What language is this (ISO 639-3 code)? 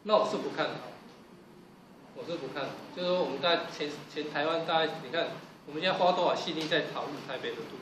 zho